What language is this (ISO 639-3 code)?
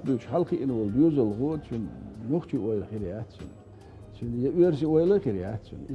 che